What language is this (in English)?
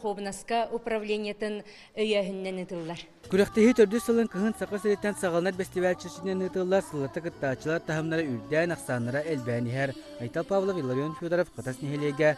Yakut